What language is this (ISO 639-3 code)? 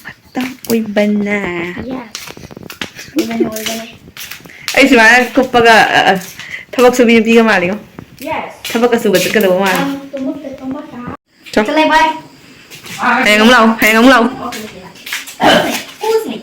mni